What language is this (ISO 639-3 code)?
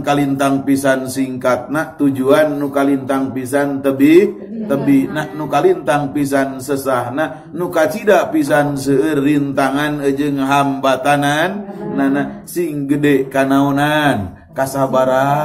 sun